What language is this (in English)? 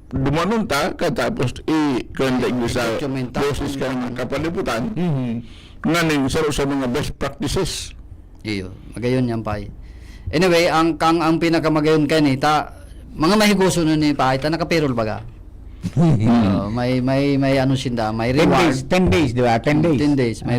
Bikol